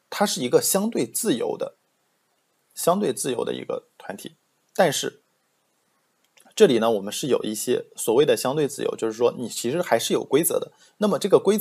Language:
Chinese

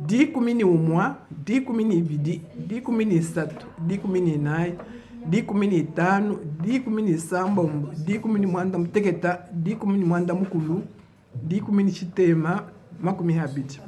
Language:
Luba-Lulua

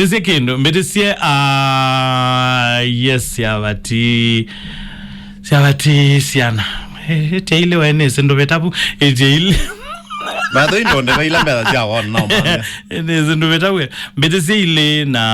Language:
Kamba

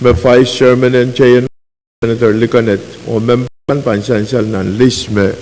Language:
Pohnpeian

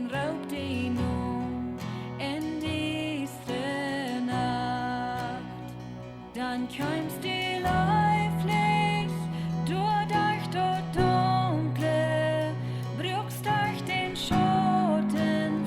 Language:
Plautdietsch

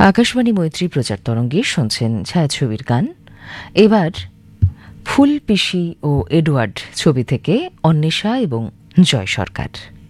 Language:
Bangla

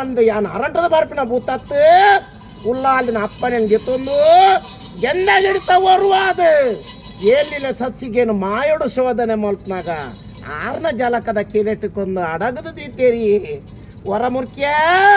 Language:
Tulu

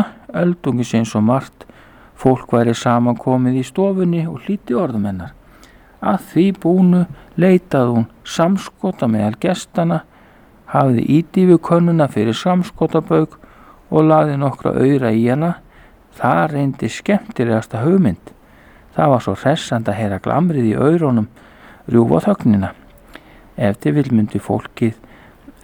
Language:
Icelandic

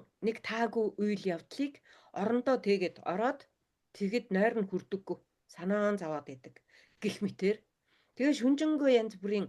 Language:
Mongolian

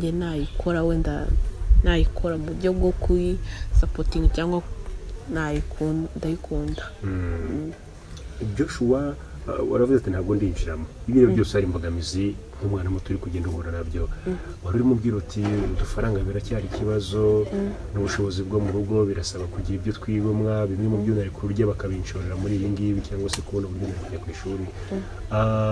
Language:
Kinyarwanda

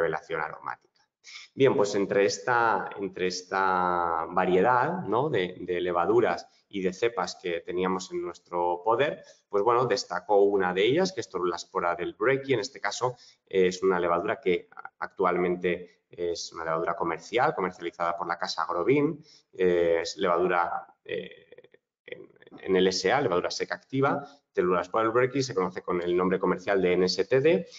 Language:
Spanish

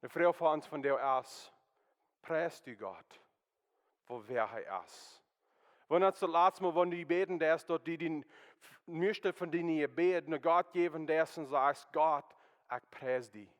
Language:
Plautdietsch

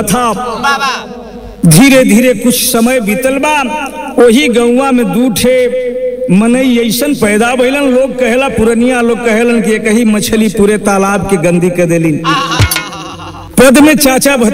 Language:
Bhojpuri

